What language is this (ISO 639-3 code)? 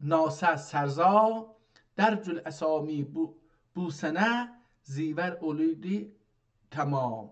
azb